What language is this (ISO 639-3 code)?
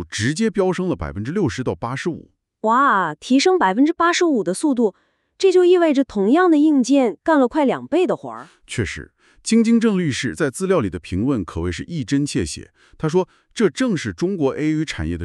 zho